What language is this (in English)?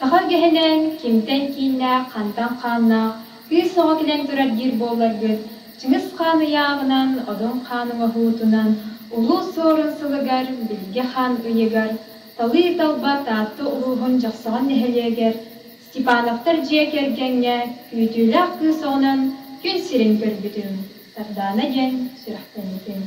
Yakut